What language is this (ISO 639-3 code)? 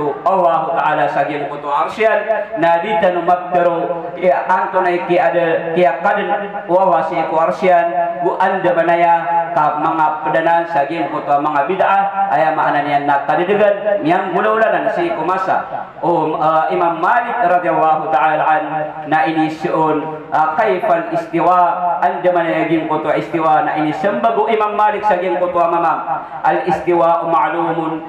mrw